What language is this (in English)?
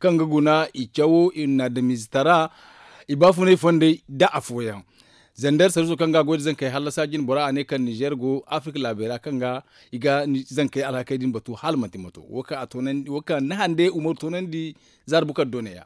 Zarma